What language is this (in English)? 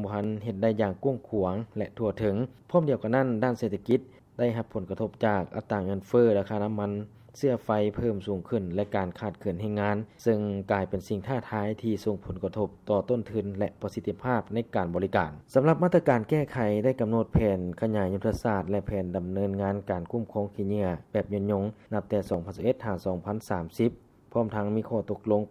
Lao